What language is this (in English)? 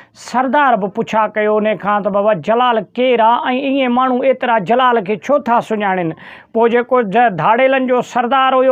Sindhi